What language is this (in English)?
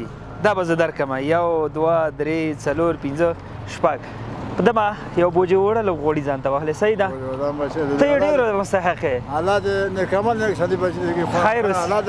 Pashto